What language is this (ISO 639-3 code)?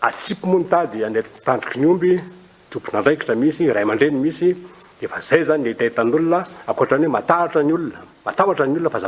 mlg